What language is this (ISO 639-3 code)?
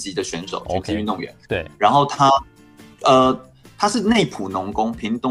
zho